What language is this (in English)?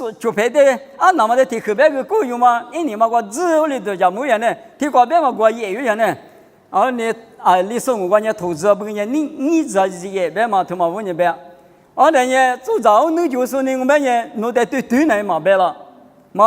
Lisu